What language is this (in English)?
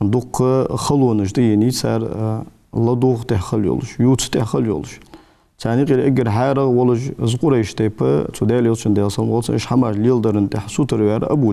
Ingush